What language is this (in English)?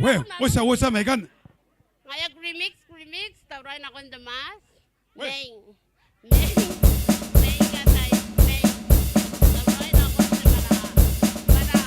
Gilbertese